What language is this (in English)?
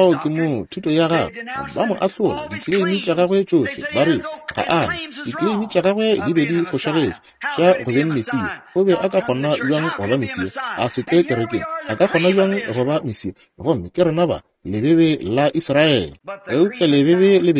Northern Sotho